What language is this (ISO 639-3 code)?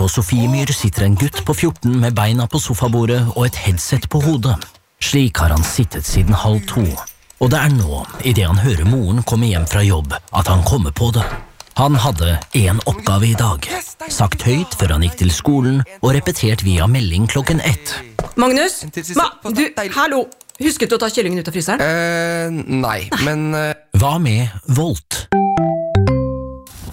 nor